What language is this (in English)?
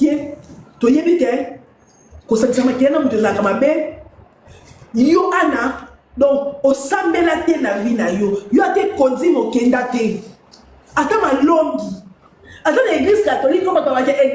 Lingala